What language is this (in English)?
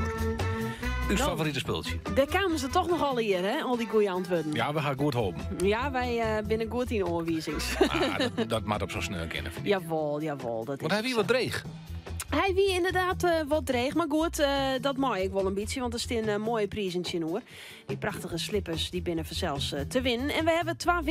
Western Frisian